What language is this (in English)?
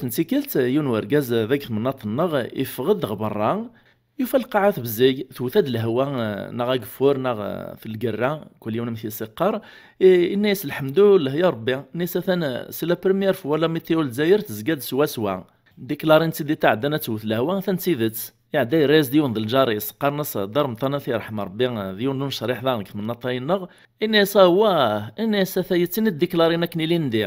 Kabyle